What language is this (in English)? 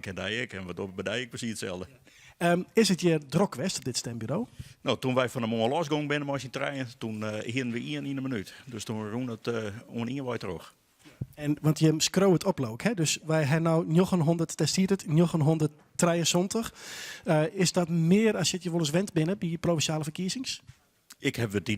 Western Frisian